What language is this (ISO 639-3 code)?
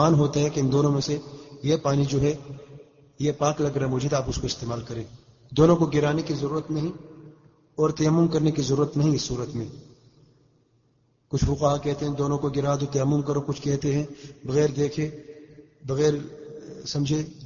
urd